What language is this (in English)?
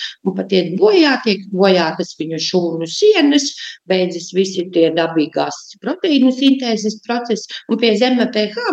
Latvian